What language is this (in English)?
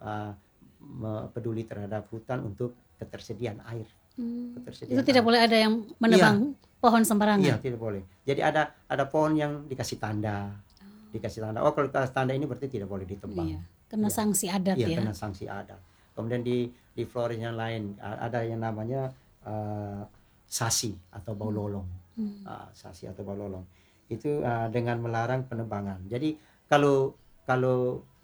Indonesian